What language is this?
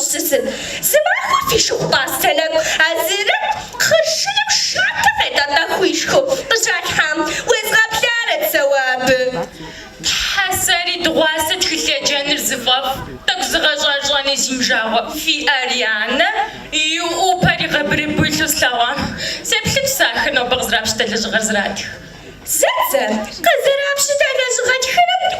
Kabardian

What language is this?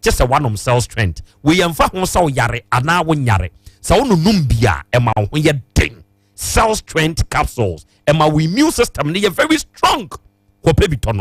Akan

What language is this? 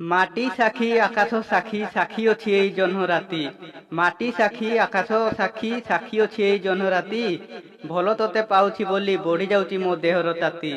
Odia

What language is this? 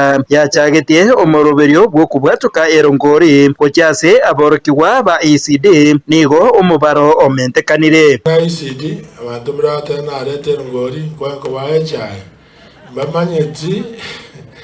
Gusii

